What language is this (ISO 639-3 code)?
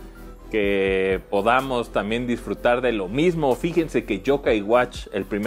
spa